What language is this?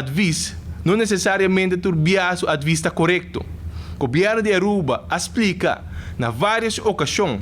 Papiamento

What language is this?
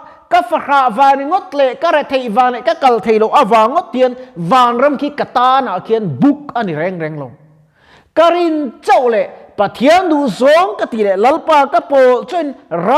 Mizo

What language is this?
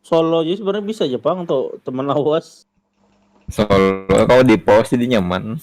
Banjar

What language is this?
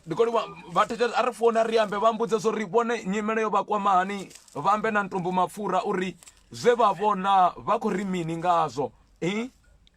Venda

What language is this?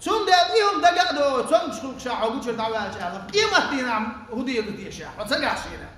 Chechen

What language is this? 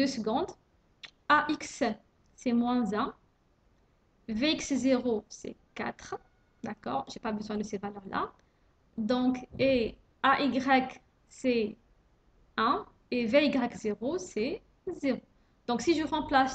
French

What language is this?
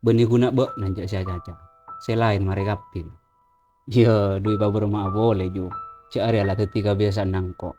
Madurese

